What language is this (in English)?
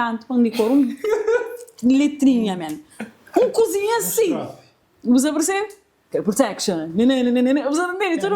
Kabuverdianu